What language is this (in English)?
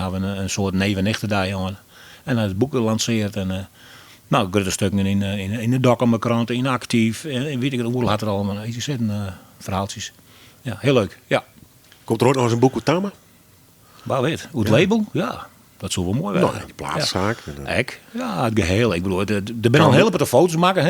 Western Frisian